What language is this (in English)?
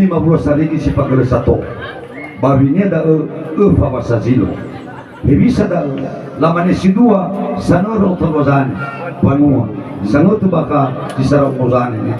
Nias